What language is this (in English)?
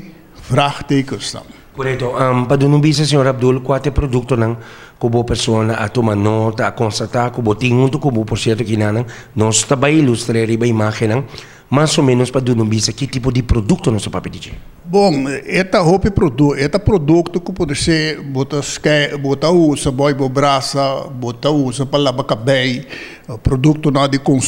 Papiamento